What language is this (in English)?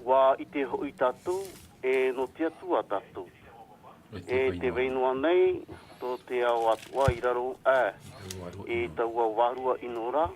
Tahitian